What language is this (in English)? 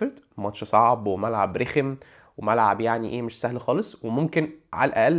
Egyptian Arabic